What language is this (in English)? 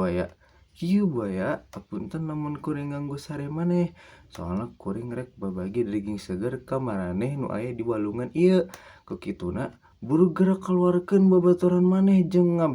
Sundanese